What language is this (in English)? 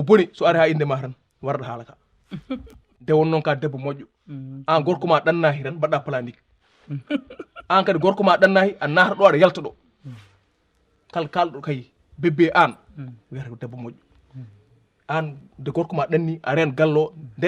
Fula